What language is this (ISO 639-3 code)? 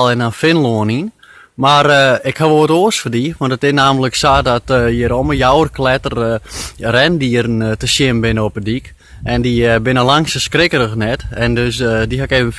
fry